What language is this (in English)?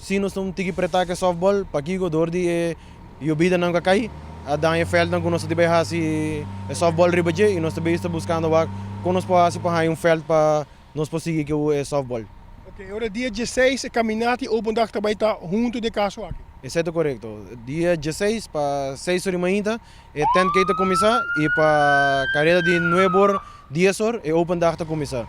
Papiamento